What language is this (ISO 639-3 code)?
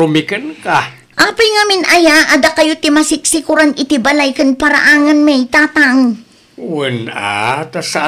ilo